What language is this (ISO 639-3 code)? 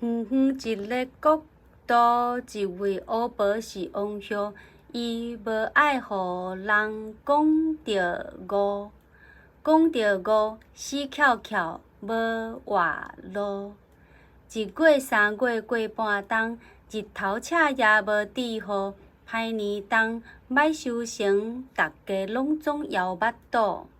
nan